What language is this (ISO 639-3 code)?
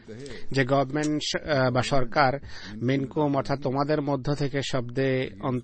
ben